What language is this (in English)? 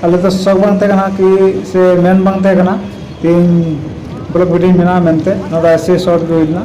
Santali